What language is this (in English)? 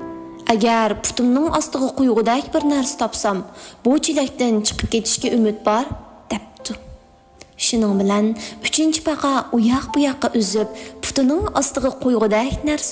Uyghur